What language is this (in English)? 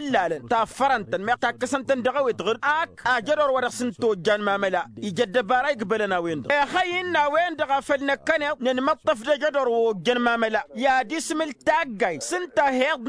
Tamasheq